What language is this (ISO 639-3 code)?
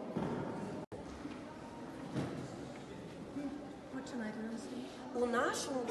ukr